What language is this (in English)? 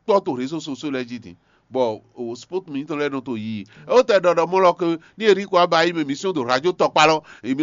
Fon